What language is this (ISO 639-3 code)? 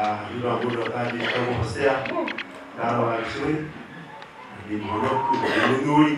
kik